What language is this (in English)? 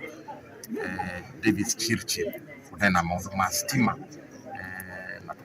Kamba